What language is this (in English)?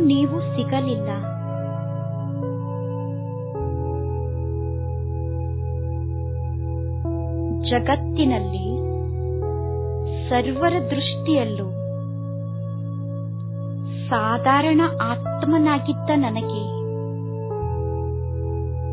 Kannada